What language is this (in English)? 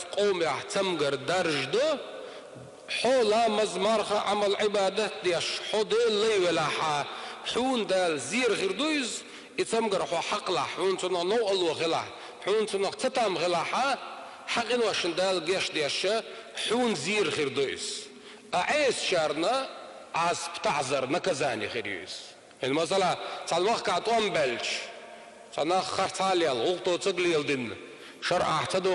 Chechen